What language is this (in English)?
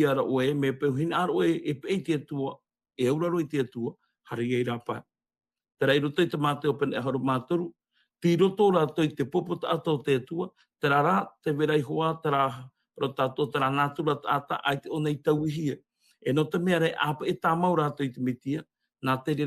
Tahitian